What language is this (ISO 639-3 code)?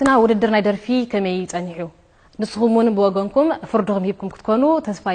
tir